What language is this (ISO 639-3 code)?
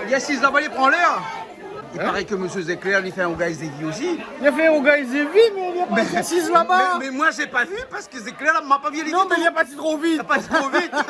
rcf